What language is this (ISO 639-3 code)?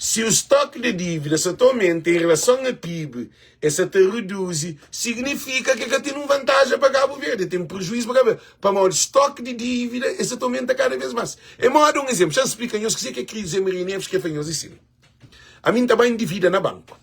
kea